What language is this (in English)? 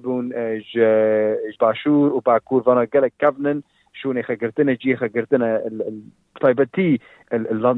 Kurdish